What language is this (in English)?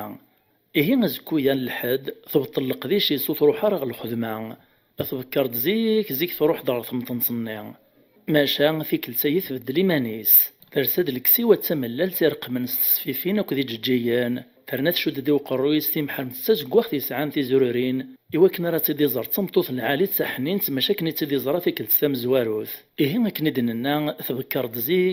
Kabyle